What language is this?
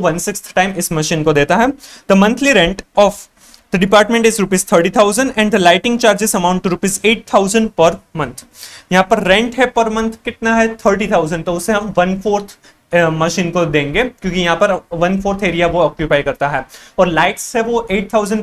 Hindi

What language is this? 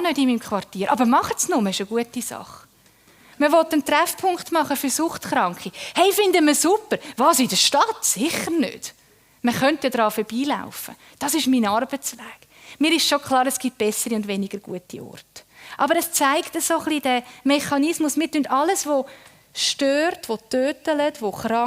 Swiss German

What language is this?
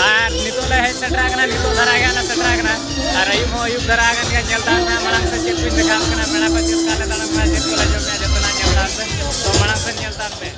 Santali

